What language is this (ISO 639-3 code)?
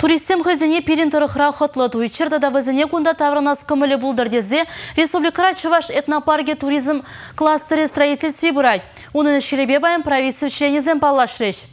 chv